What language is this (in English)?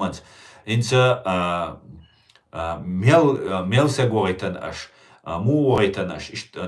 Chechen